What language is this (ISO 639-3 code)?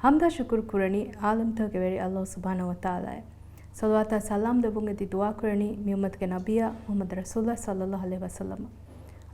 div